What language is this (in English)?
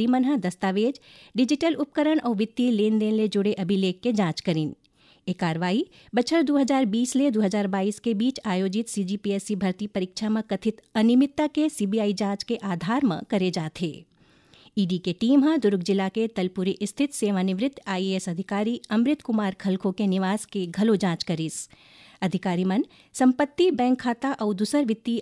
Chhattisgarhi